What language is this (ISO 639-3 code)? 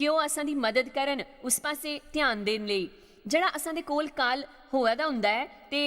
doi